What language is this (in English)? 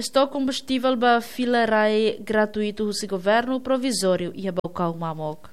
Tetum